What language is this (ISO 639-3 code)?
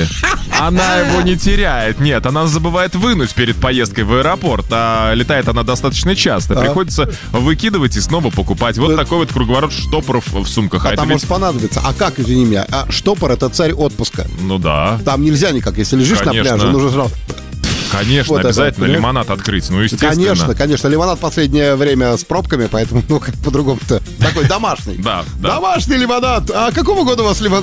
rus